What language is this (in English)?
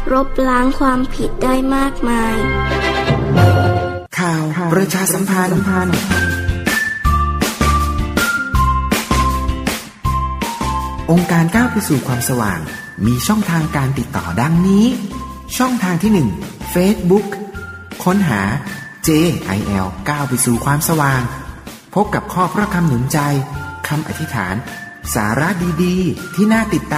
Thai